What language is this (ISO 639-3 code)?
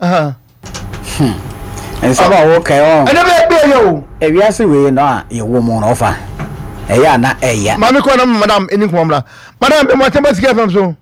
aka